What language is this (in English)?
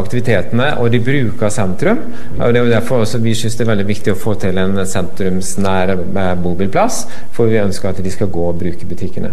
Norwegian